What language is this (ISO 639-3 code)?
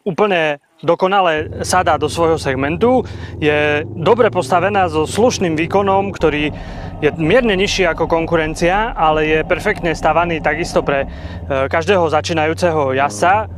slk